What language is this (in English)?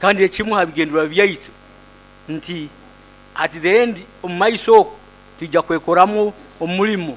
Nyoro